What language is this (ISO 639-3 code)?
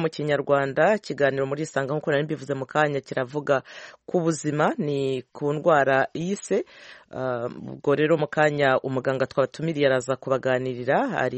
kin